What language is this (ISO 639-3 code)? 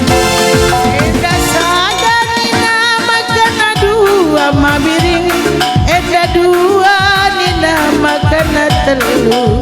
btx